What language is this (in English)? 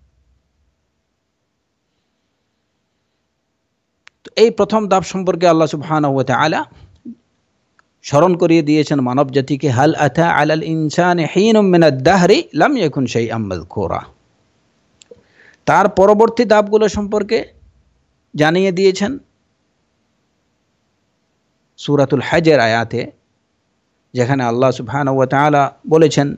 Bangla